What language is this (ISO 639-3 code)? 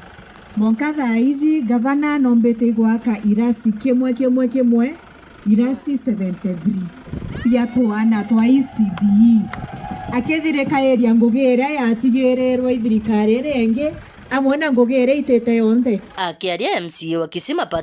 mer